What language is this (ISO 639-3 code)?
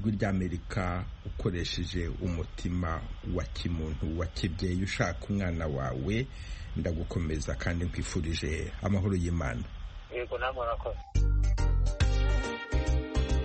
kin